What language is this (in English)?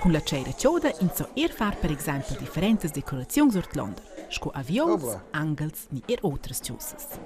Romansh